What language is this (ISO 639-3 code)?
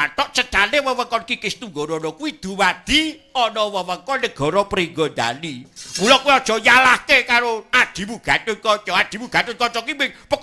jav